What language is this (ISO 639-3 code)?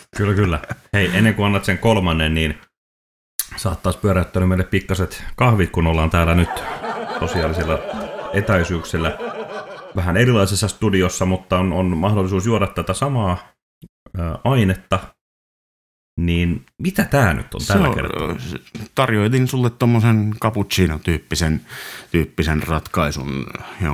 fin